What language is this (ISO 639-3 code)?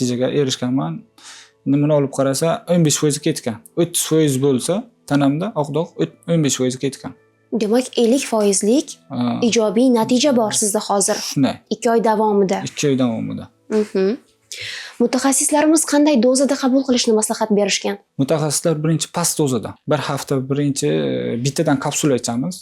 uzb